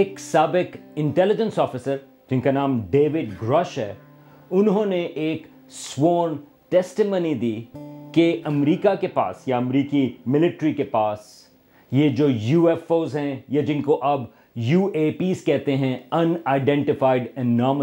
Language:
Urdu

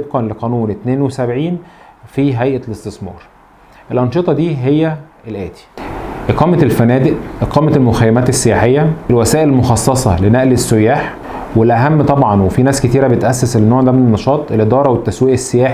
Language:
Egyptian Arabic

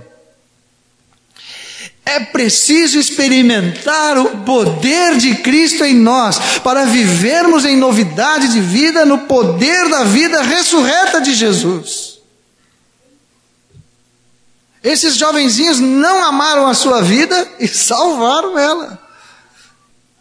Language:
Portuguese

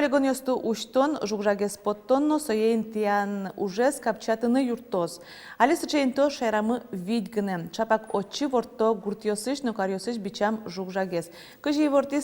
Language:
Udmurt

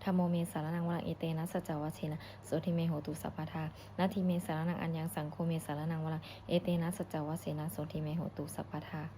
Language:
Pali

